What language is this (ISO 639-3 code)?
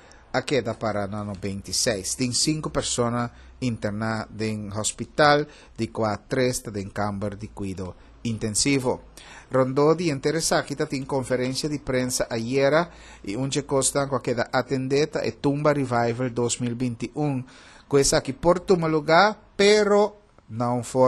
pap